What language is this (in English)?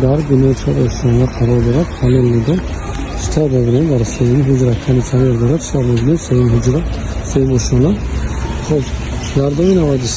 Tajik